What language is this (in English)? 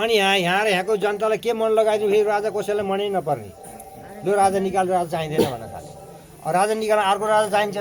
Nepali